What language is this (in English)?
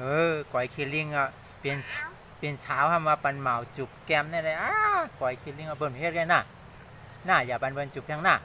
Shan